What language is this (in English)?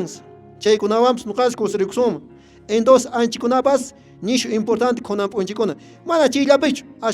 Quechua